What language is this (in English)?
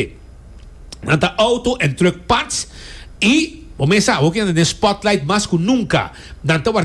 Papiamento